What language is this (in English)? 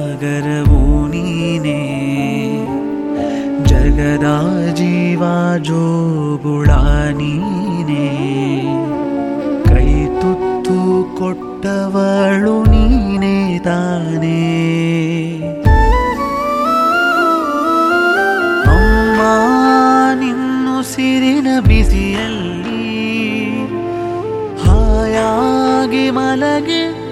Kannada